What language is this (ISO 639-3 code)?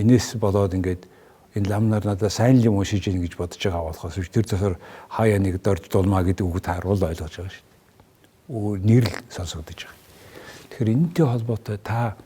mon